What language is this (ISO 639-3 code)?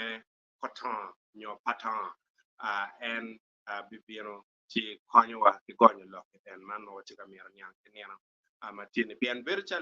ach